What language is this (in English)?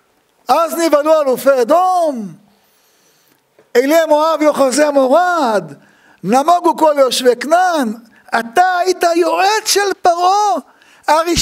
Hebrew